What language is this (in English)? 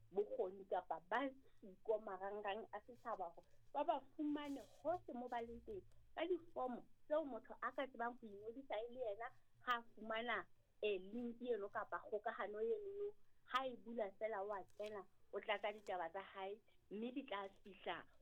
Southern Sotho